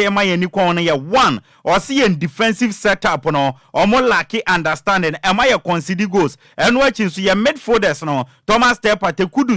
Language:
Akan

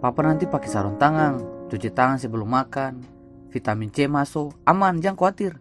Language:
Ambonese Malay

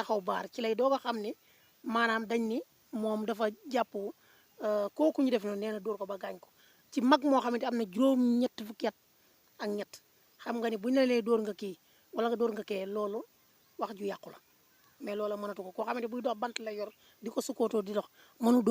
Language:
Wolof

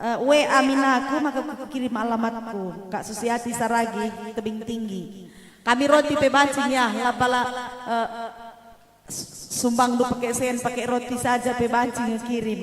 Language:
Batak Karo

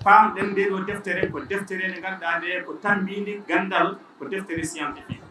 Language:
Fula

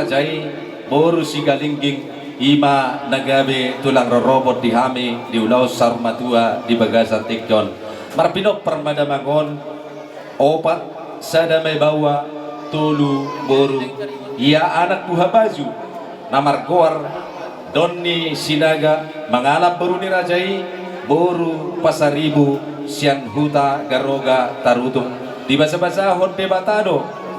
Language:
Batak Toba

